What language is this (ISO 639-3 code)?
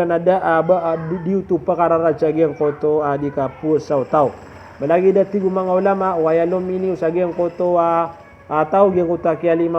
mrw